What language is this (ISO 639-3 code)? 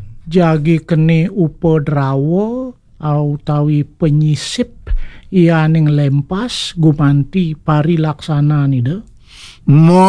ban